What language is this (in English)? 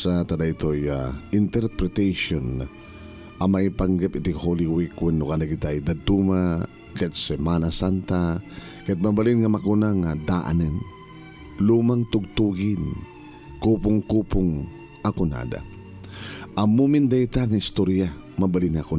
Iloko